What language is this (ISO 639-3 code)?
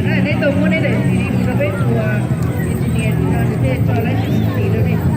hmn